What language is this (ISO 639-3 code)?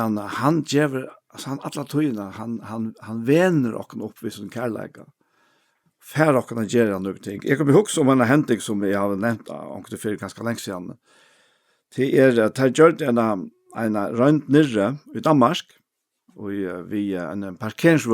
fao